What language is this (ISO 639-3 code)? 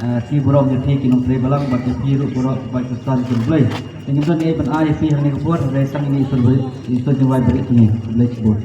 kha